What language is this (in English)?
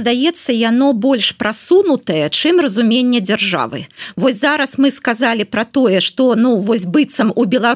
Belarusian